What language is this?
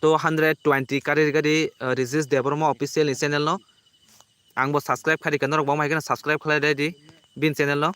Kok Borok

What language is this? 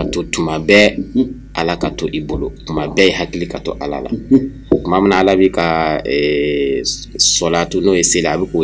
Bambara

